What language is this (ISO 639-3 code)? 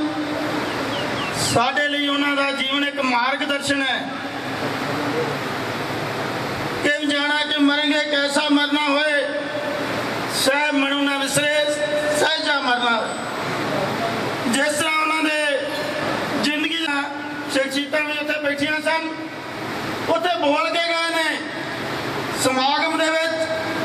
pan